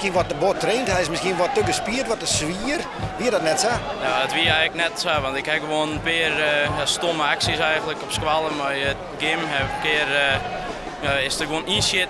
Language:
Western Frisian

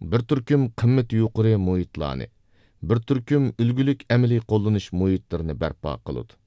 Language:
Uyghur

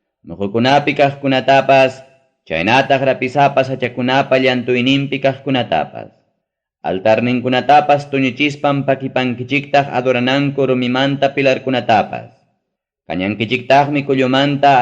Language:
Ayacucho Quechua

